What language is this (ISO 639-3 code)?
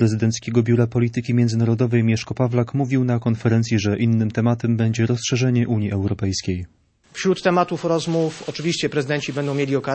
pol